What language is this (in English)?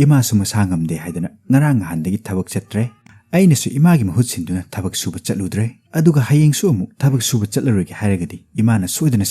Manipuri